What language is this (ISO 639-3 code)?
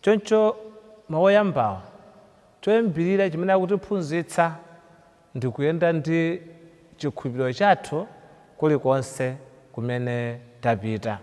nya